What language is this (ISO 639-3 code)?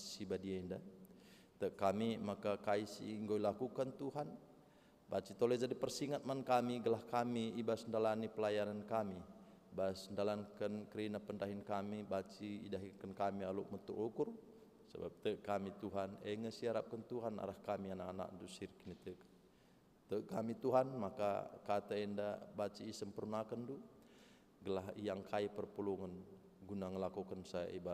btx